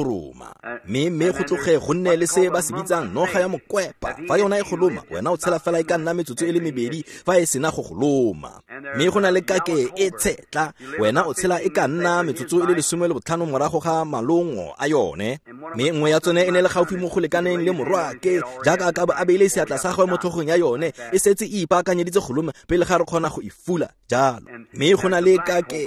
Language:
Tswana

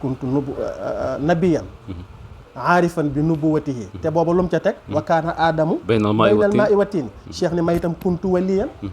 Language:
Wolof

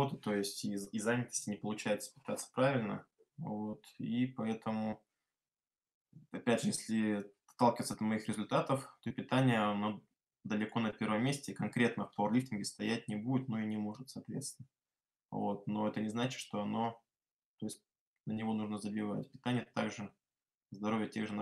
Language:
Russian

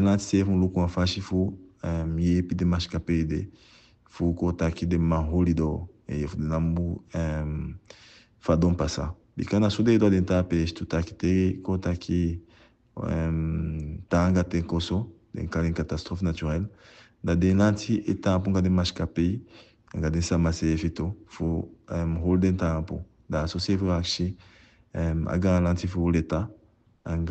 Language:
Eastern Maroon Creole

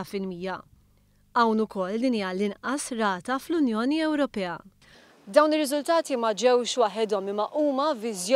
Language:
Maltese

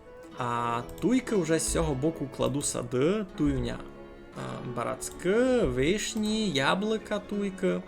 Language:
Rusyn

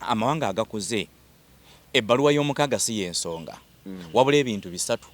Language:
Ganda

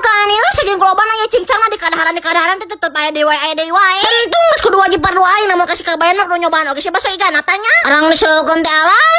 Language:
Sundanese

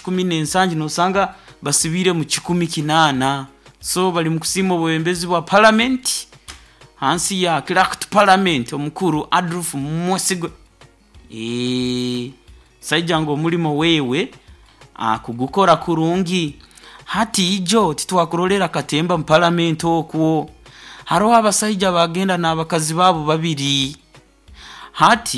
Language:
Nyoro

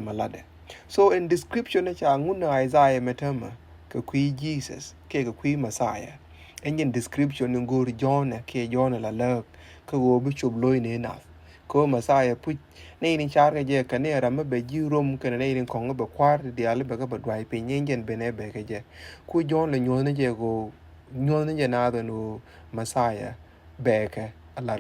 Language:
Nuer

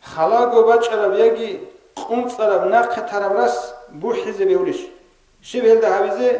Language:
Avaric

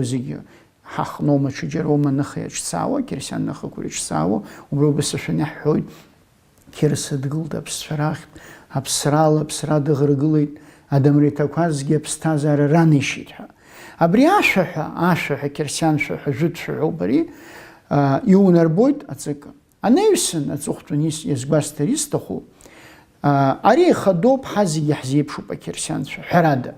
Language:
Abkhazian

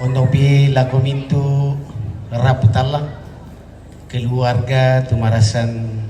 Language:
Toraja-Sa'dan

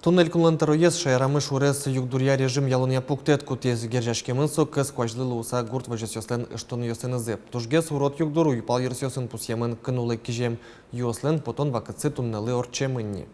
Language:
Udmurt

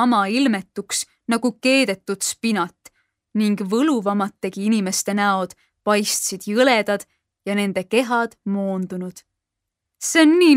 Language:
Estonian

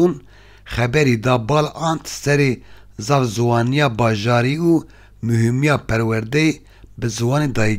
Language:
Kurdish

